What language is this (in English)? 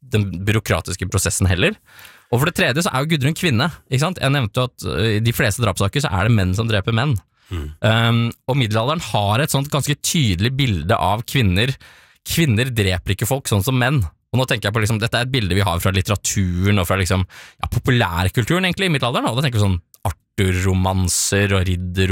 Norwegian